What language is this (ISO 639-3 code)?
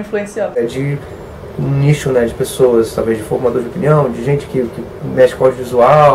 por